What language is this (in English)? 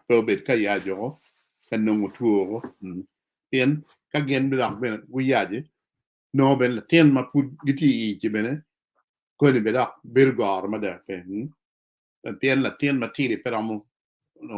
Acoli